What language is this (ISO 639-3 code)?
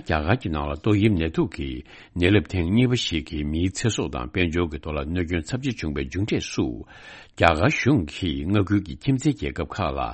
bod